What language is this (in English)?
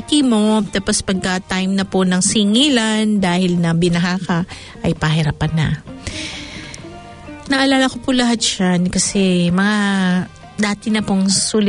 Filipino